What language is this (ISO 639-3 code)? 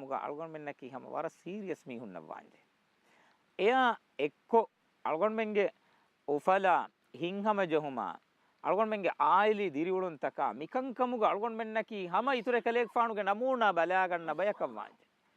div